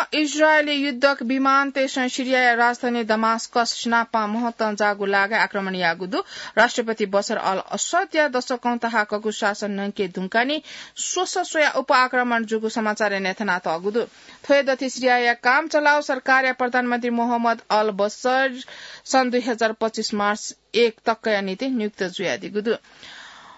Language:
Newari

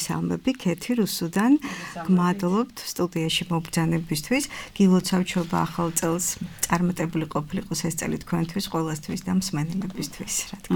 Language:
Georgian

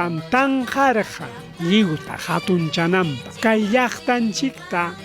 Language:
Ayacucho Quechua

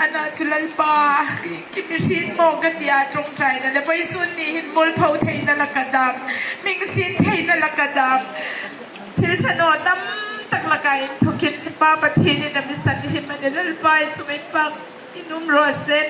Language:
Hmar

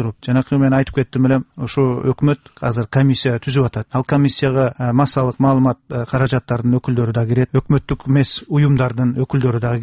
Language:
Kyrgyz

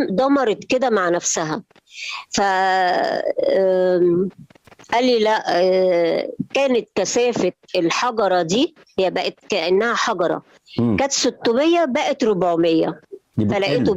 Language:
Egyptian Arabic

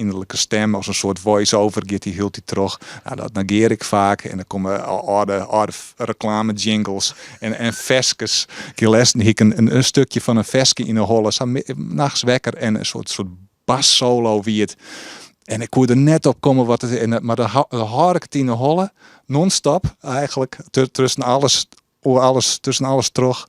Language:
Western Frisian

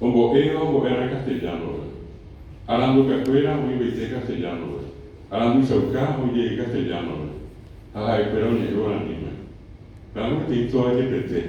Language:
Guarani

